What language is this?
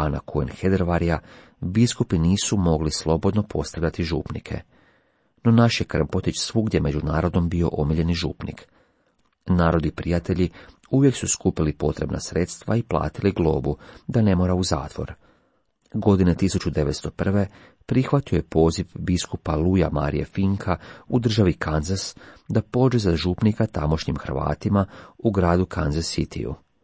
Croatian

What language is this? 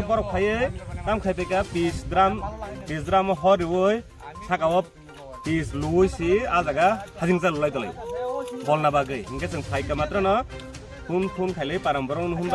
Kok Borok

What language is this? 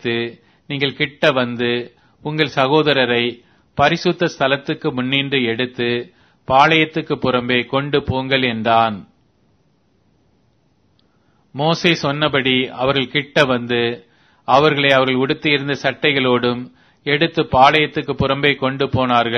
Tamil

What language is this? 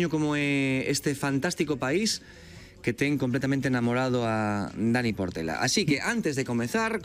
Galician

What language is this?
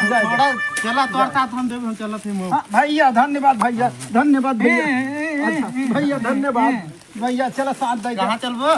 Awadhi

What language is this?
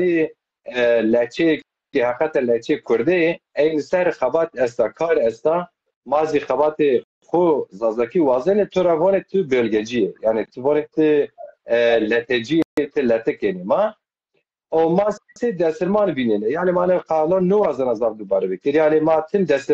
Zaza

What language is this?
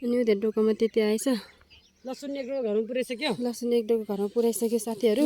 Nepali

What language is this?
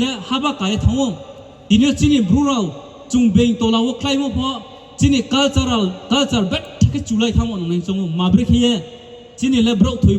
Riang (India)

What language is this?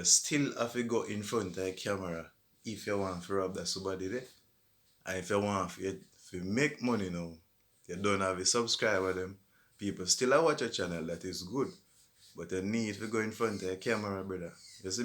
Jamaican Creole English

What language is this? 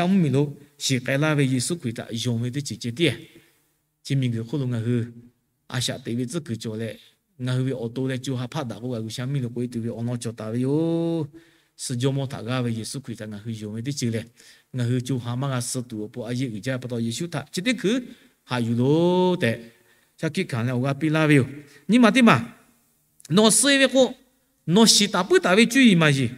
Lahu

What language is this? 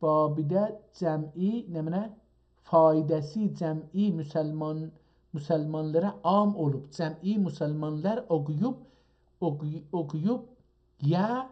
South Azerbaijani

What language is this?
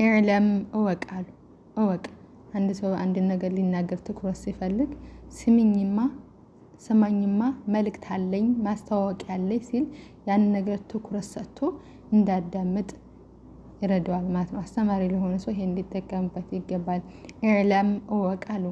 Amharic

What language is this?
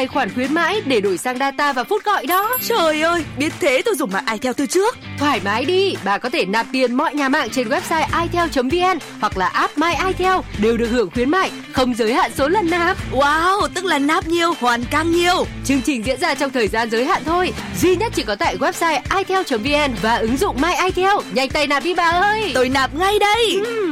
Vietnamese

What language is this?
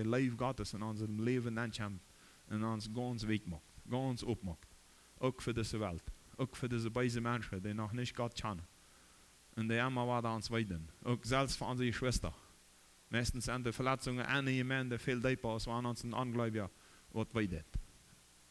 Plautdietsch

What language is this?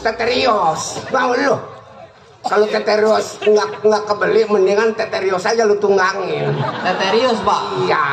Betawi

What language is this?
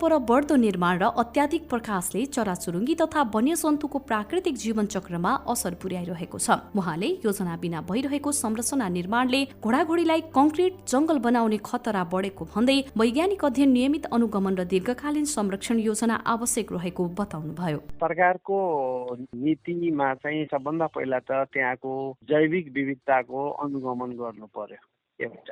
Nepali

